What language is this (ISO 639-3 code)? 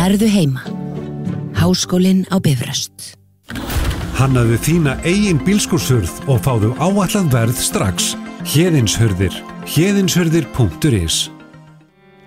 isl